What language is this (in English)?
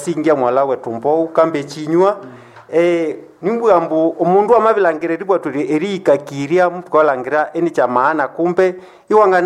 Nande